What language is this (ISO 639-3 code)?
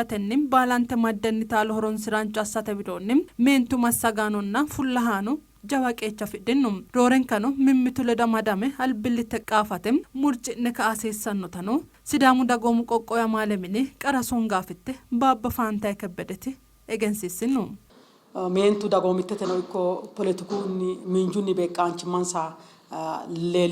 sid